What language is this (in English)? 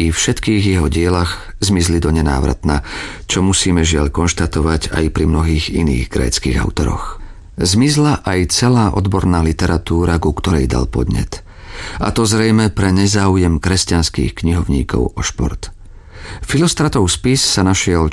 Slovak